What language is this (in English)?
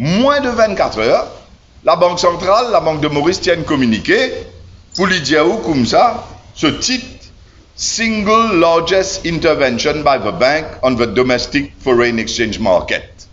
Morisyen